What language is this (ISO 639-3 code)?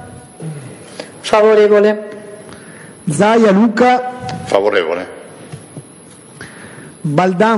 ita